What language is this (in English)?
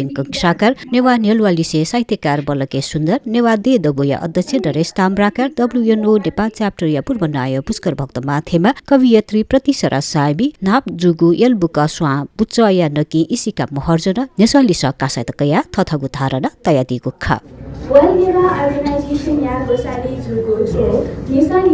Newari